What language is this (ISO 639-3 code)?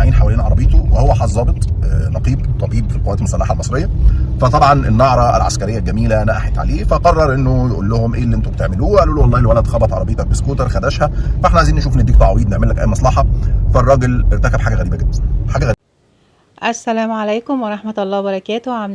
arz